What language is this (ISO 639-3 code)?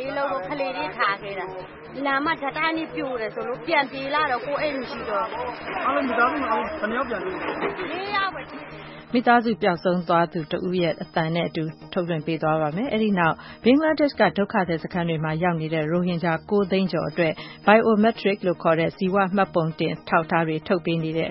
mya